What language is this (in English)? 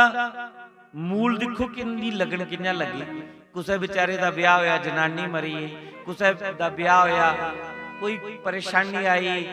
Dogri